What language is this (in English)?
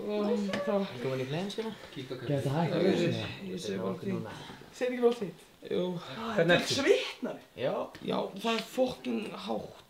Icelandic